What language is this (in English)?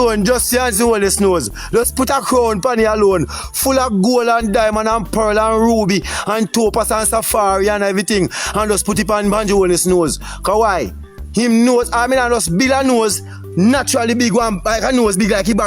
Jamaican Creole English